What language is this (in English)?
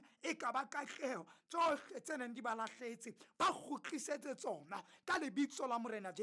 Southern Sotho